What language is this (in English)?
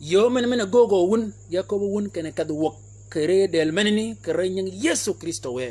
Shilluk